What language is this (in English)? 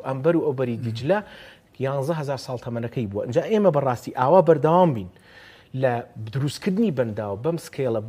Central Kurdish